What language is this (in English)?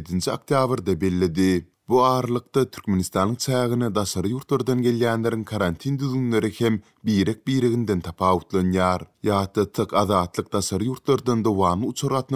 Turkmen